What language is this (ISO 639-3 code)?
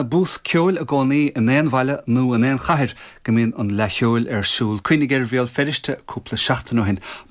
gle